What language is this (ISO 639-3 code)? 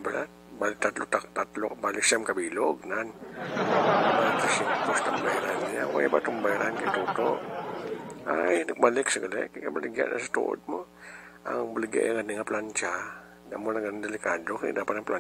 hil